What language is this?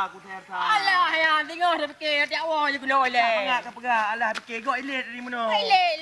Achinese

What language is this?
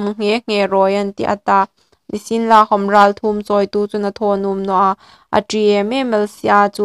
Hmar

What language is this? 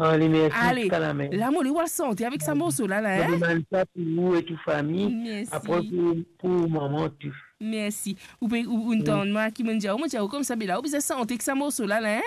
Morisyen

